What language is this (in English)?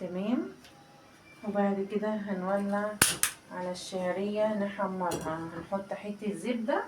Egyptian Arabic